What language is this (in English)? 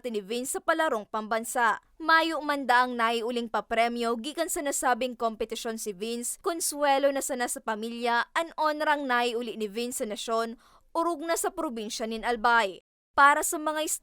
Bikol